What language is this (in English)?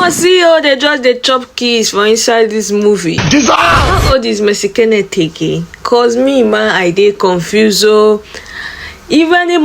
Nigerian Pidgin